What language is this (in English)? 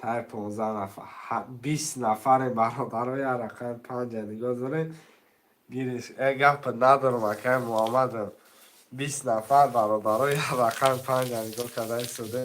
Tajik